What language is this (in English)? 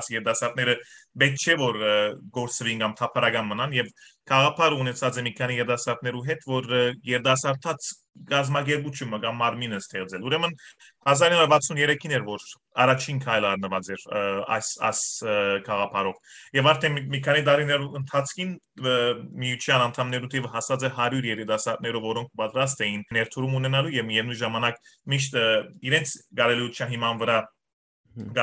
Western Armenian